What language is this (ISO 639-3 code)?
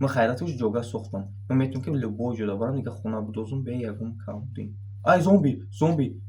tgk